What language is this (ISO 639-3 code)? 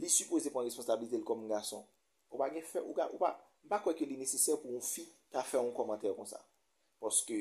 hat